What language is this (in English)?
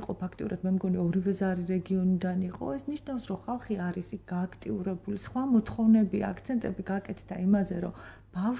Georgian